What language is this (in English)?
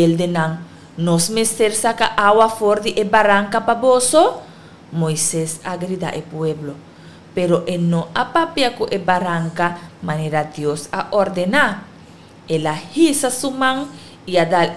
Papiamento